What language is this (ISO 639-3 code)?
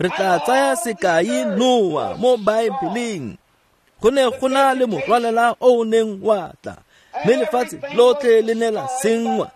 tsn